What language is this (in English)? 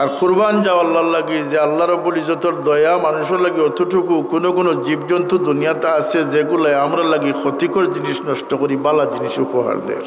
Sylheti